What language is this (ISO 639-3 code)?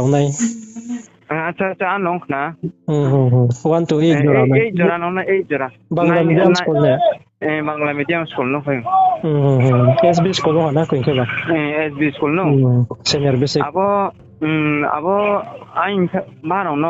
ria